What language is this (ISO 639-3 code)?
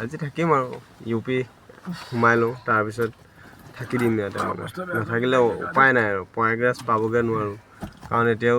asm